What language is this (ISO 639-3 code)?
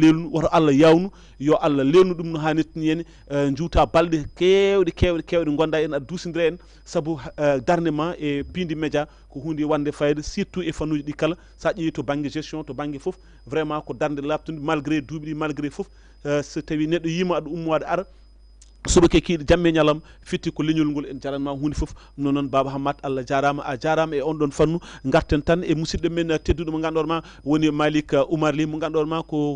ful